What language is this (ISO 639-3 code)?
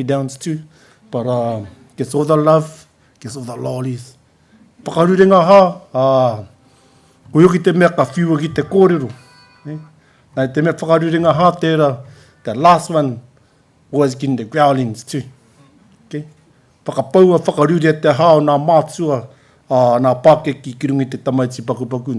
mri